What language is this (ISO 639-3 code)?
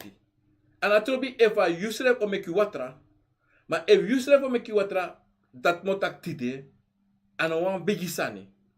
srn